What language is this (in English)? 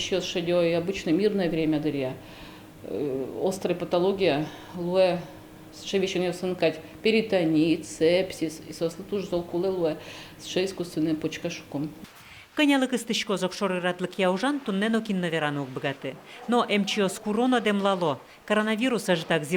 Udmurt